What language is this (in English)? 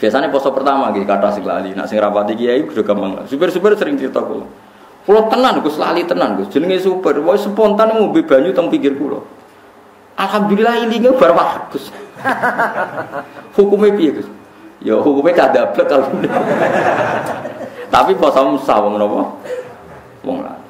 Javanese